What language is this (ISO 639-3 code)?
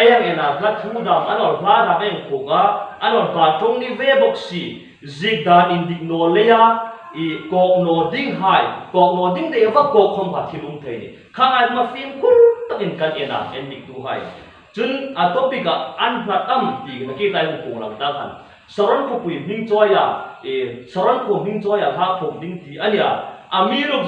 hmr